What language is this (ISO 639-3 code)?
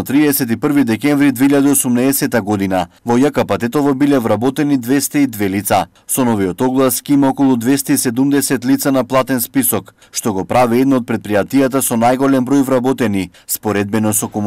mkd